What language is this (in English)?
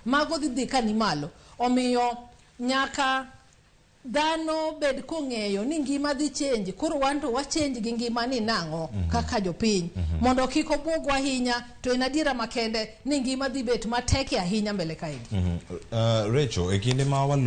Luo (Kenya and Tanzania)